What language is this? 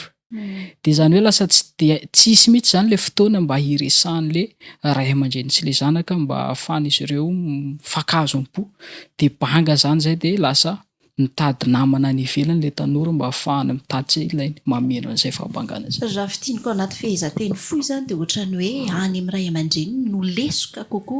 Malagasy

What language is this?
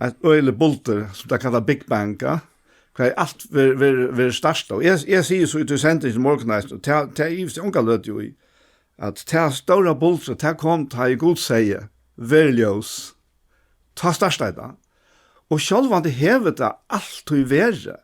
Faroese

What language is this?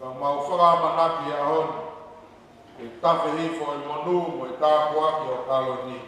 Tongan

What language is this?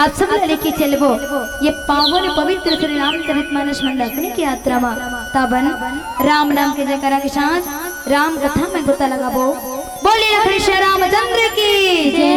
Chhattisgarhi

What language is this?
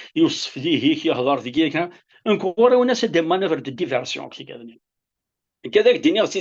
Kabyle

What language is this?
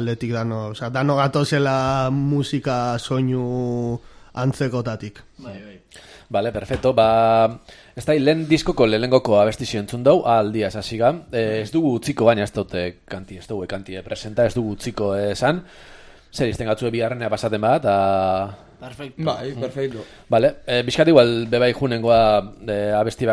Basque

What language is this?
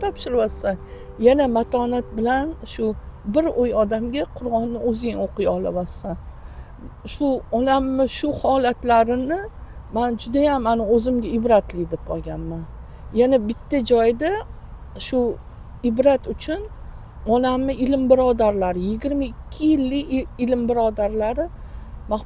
Uzbek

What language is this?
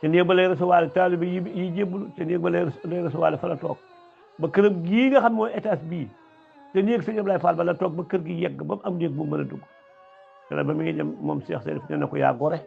Wolof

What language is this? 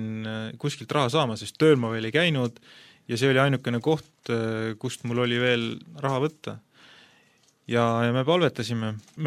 Estonian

